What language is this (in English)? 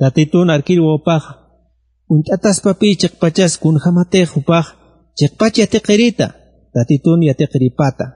Aymara